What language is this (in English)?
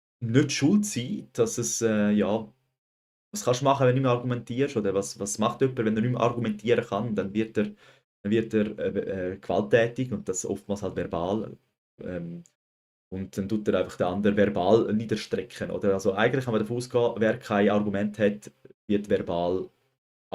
Swiss German